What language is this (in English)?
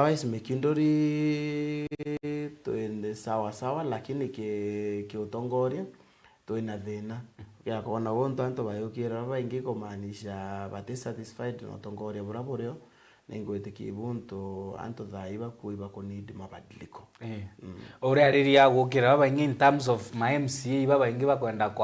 Meru